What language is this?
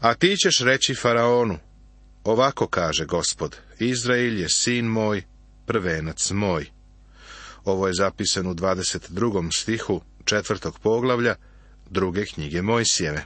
Serbian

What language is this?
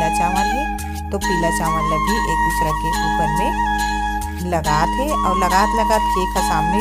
Chhattisgarhi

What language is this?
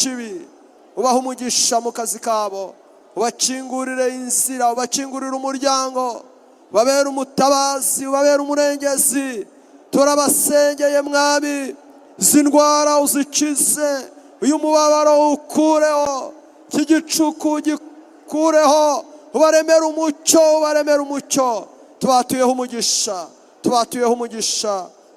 Kinyarwanda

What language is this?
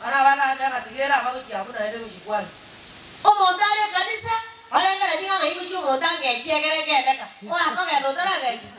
Gusii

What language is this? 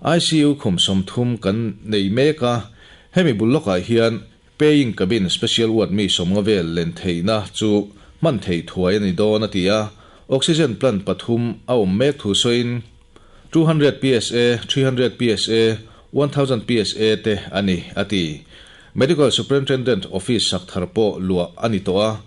Mizo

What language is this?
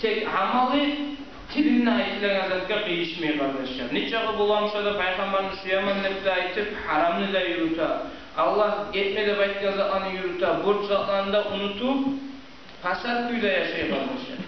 Kumyk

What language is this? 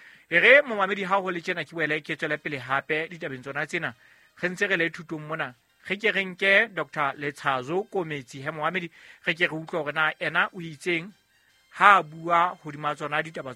Southern Sotho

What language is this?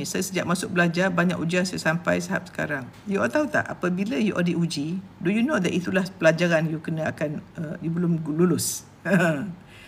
Malay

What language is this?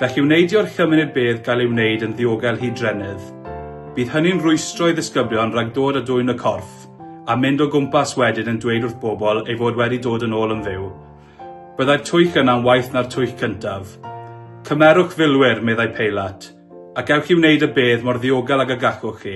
Welsh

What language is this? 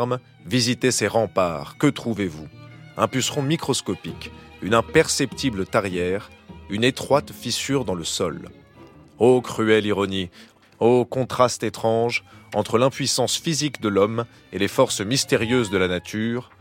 French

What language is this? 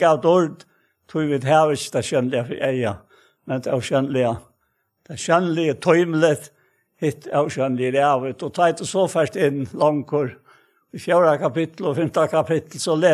Faroese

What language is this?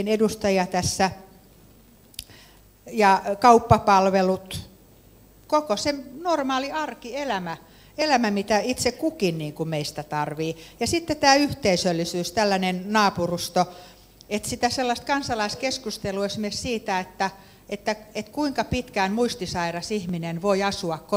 Finnish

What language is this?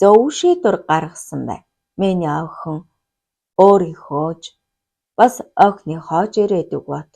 Mongolian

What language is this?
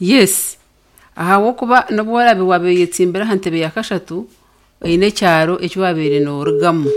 Nyankole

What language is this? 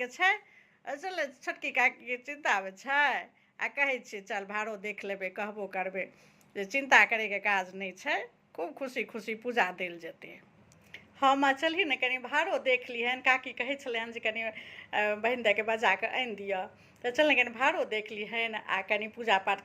Maithili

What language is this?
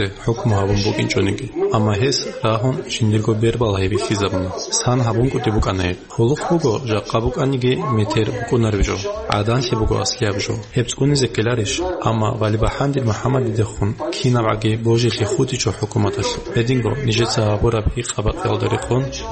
Avaric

